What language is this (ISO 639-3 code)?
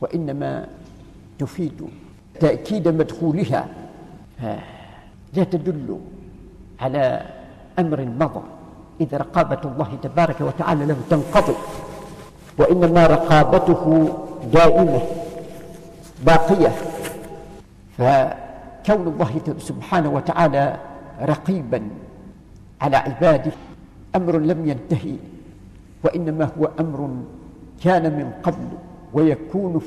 ara